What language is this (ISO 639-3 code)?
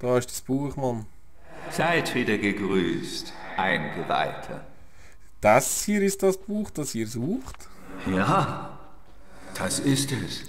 gsw